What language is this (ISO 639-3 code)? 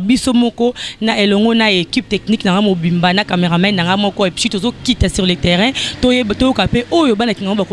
lin